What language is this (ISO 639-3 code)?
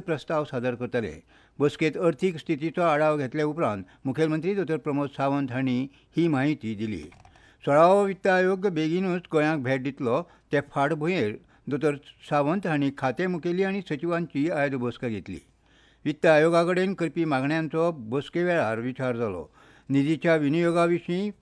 kok